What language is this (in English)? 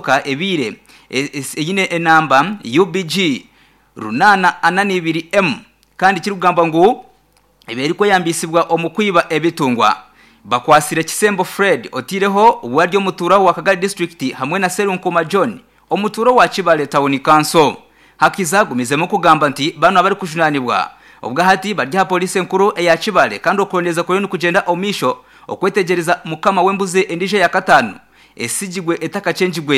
Nyankole